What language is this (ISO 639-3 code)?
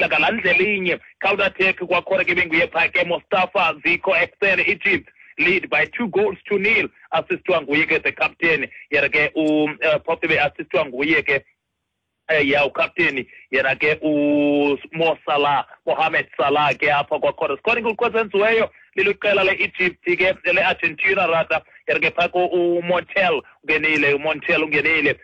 xho